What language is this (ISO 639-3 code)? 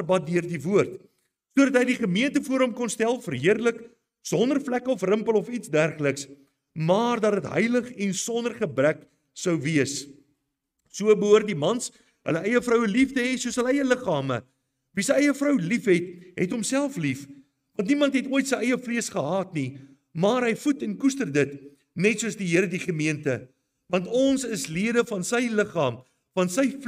afr